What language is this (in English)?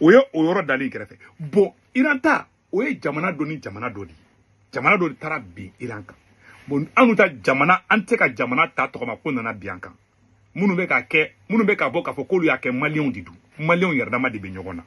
Bambara